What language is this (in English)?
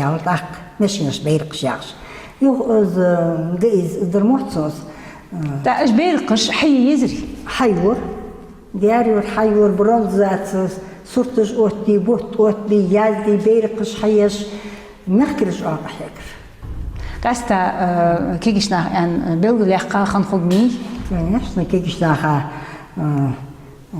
Ingush